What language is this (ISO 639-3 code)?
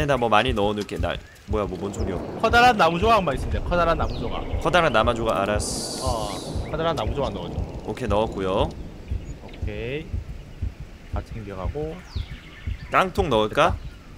kor